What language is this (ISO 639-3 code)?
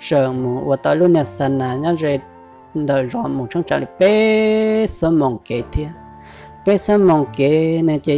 hmn